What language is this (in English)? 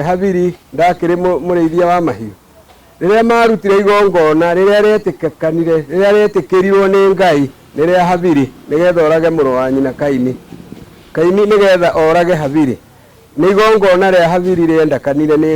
Kikuyu